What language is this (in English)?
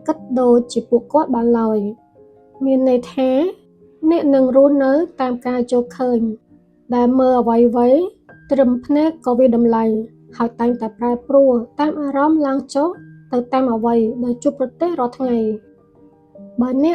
Khmer